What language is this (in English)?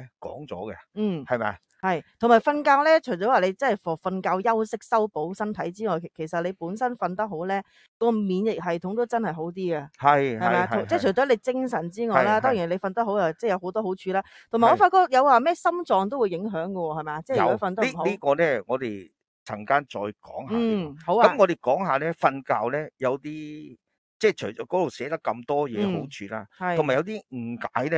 Cantonese